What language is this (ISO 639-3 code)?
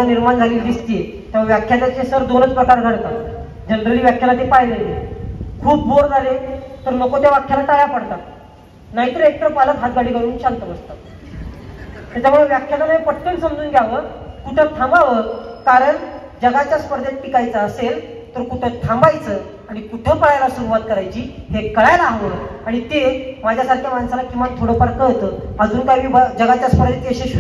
mar